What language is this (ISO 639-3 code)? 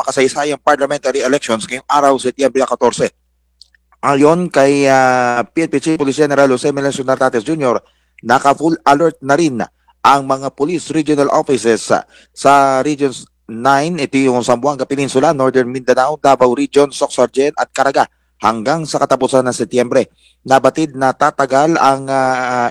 fil